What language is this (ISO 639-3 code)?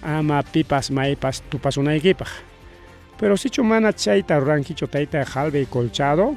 quy